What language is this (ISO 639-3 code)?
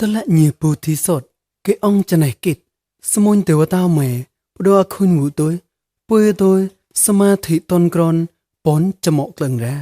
mnw